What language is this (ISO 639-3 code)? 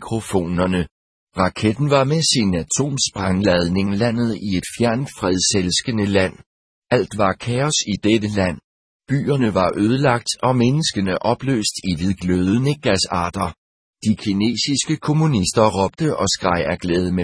dan